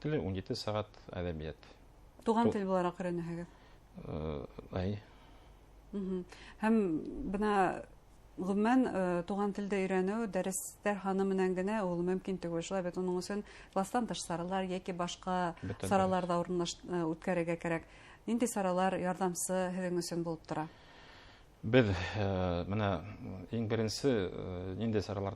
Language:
Bashkir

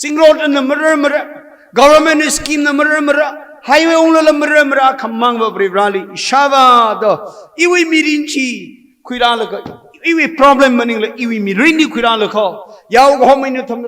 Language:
Tangkhul Naga (India)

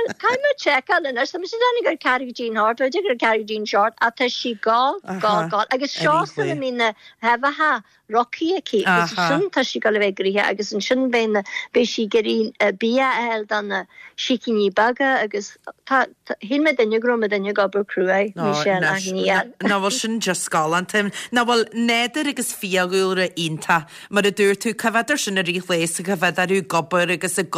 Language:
Irish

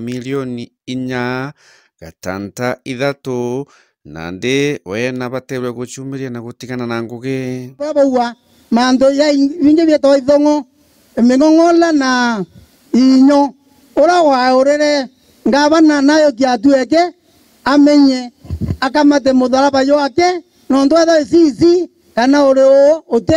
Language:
Meru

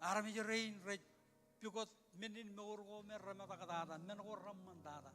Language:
Marshallese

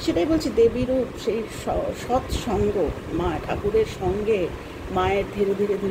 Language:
Bangla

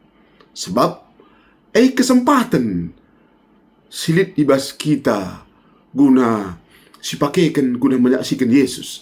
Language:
Batak Karo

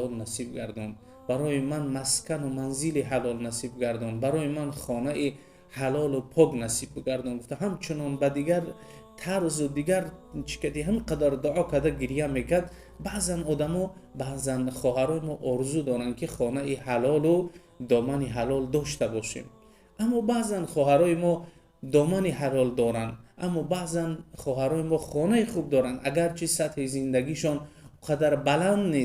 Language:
Tajik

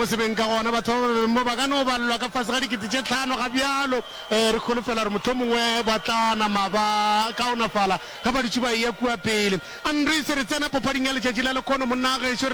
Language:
Northern Sotho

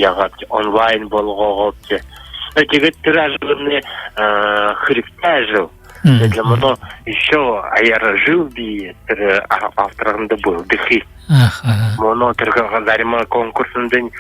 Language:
Buriat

